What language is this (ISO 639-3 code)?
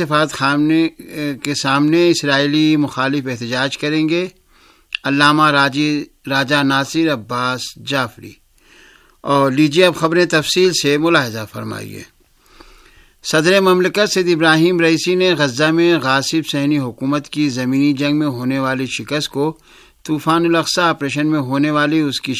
urd